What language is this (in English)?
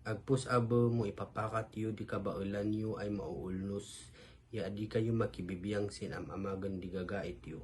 Kankanaey